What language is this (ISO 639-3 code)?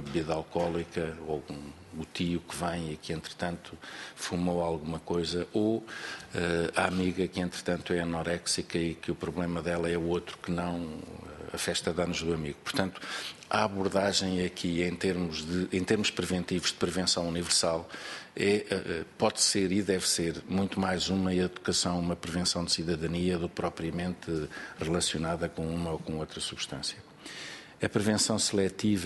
por